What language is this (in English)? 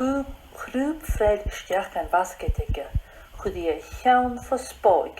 Scottish Gaelic